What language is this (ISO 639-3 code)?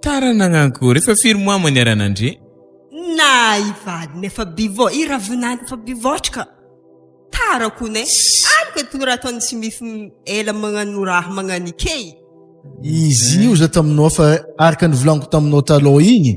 mlg